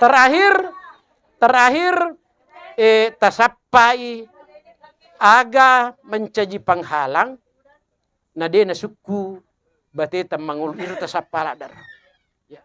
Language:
Buginese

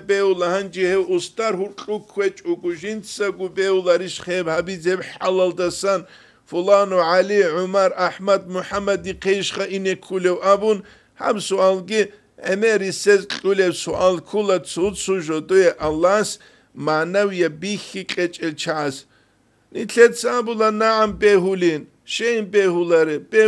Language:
Avaric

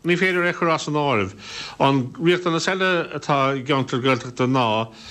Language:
Irish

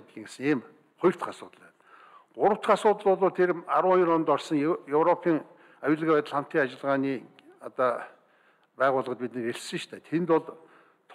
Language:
Mongolian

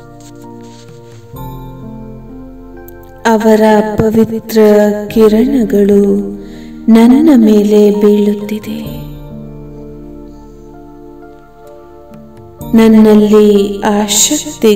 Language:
Kannada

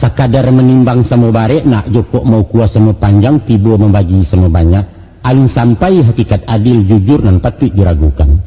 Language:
Minangkabau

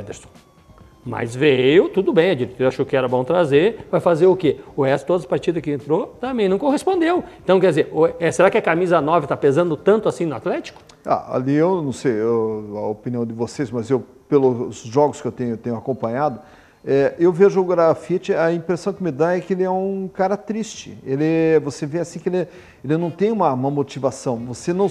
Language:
Portuguese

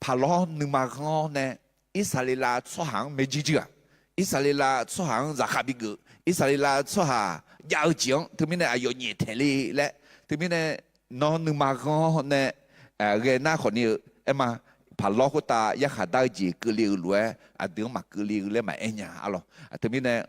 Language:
Akha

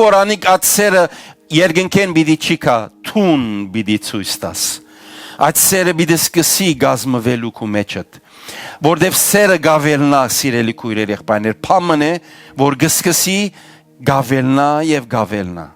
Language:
Western Armenian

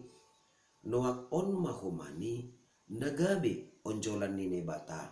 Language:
Batak Simalungun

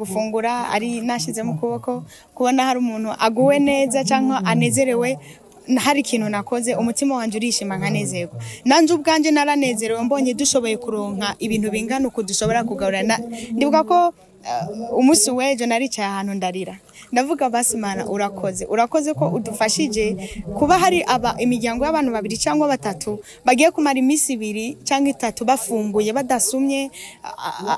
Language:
Rundi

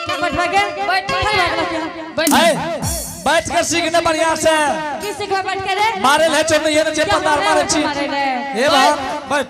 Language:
Angika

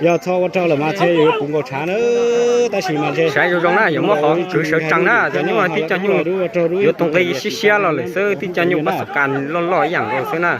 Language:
Hmong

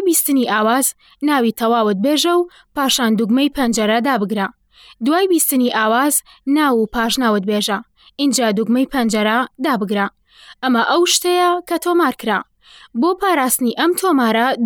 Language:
Central Kurdish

